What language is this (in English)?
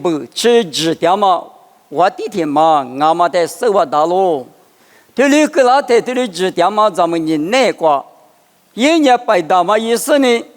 Lisu